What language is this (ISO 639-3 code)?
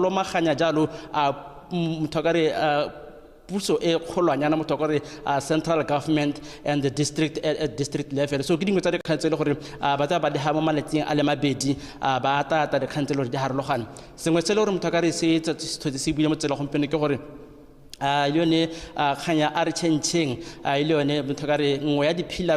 tsn